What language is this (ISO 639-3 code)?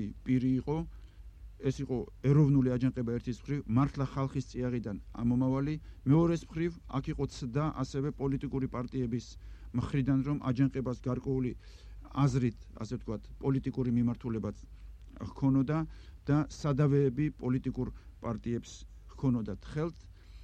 kat